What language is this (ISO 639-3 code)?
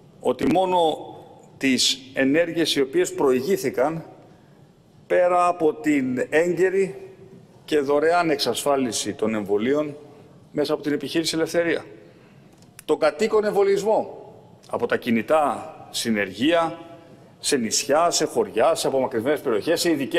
ell